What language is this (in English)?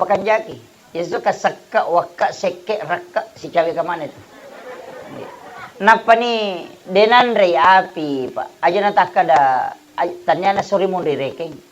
Buginese